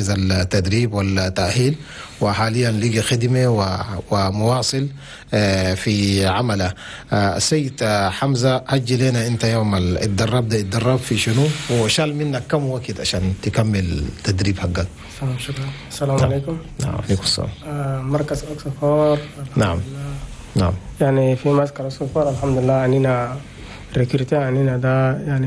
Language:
Chadian Arabic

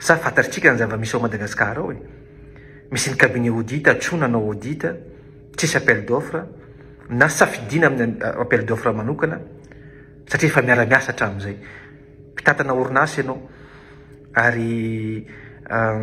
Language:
Malagasy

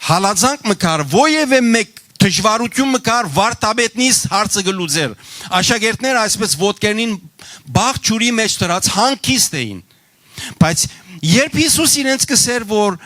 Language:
Western Armenian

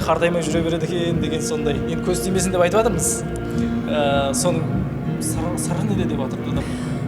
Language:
Kara-Kalpak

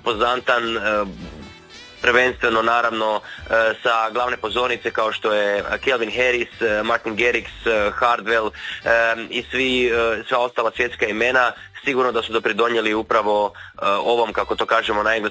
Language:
Croatian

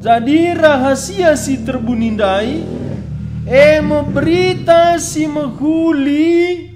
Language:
Batak Karo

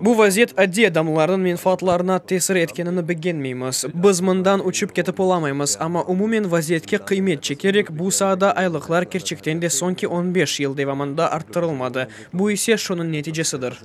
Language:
Crimean Tatar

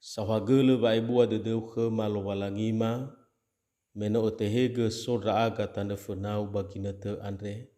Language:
Nias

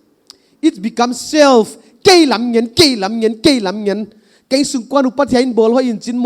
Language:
Paite Chin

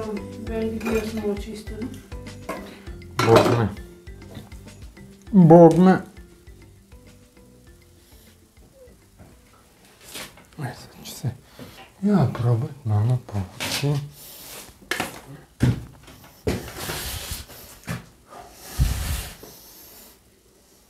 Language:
Croatian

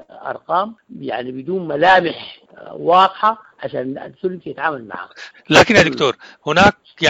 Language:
Sudanese Arabic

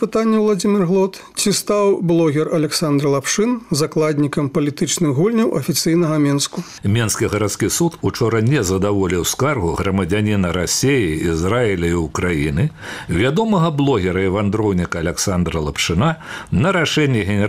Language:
Belarusian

